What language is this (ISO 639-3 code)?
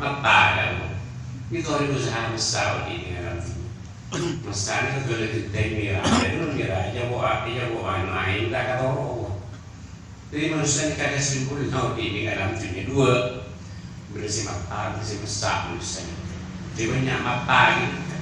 mad